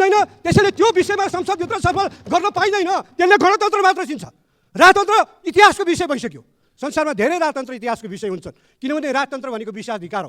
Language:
Nepali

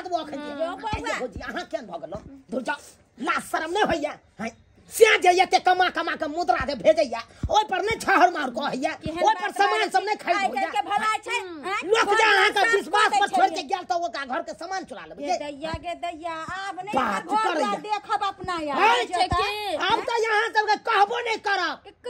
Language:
Maithili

